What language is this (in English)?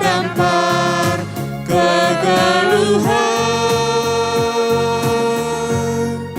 Batak Karo